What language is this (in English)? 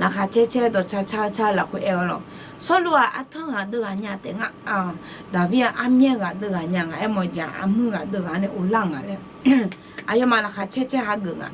Akha